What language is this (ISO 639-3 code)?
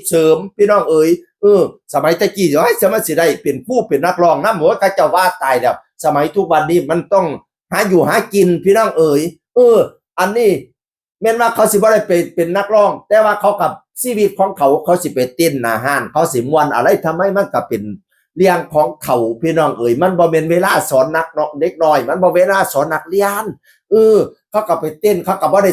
tts